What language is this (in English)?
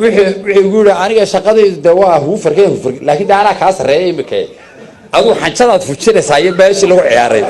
Somali